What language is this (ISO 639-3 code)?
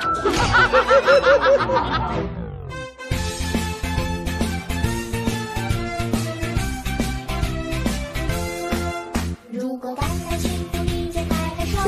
zho